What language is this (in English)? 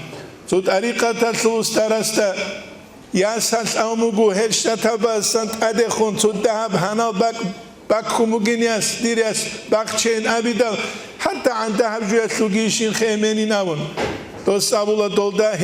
Avaric